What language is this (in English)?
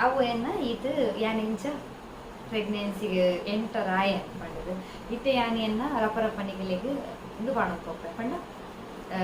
Tulu